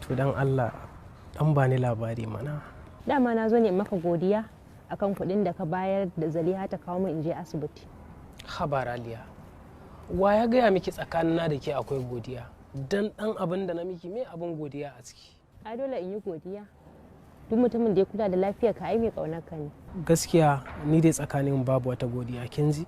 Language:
Hausa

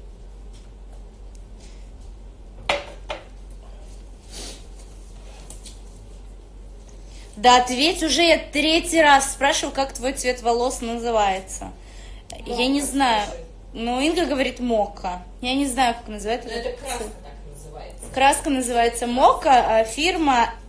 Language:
Russian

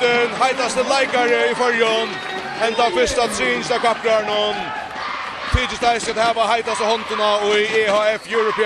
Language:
Faroese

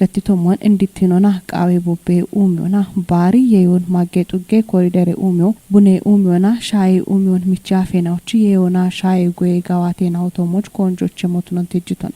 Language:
Kafa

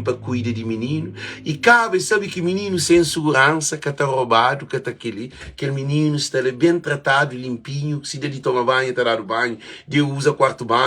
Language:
Kabuverdianu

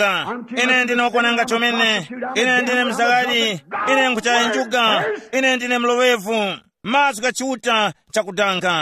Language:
Tumbuka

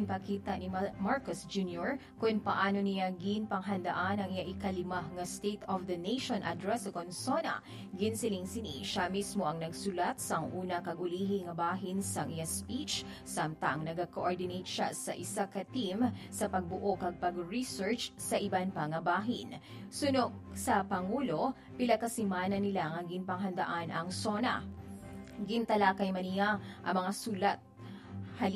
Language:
Hiligaynon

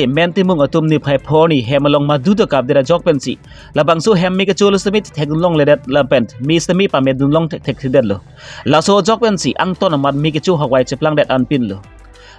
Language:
Karbi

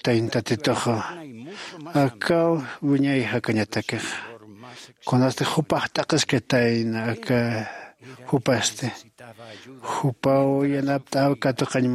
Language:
Aymara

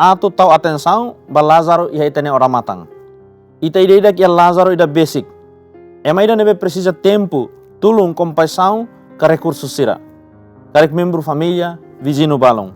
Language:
Tetum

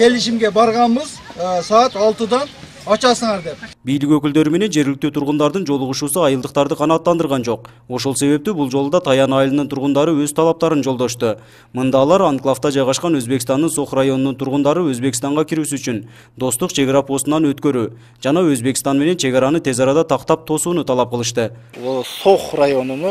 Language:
Kyrgyz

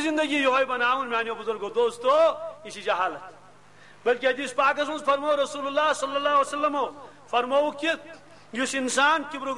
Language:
Kashmiri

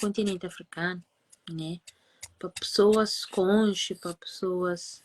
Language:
Kabuverdianu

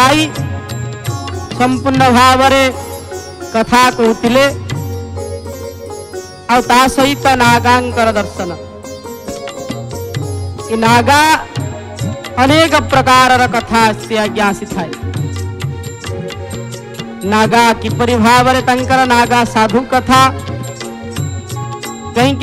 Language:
Odia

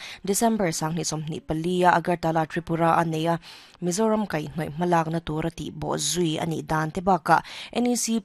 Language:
Mizo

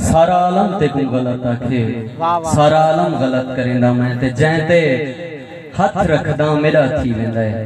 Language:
Saraiki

